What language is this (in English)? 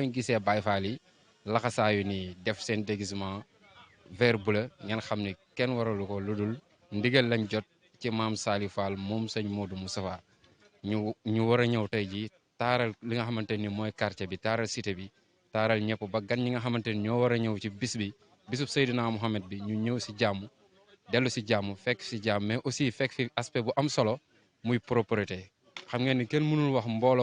Wolof